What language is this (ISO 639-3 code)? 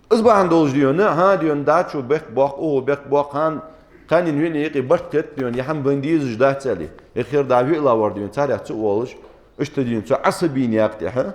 inh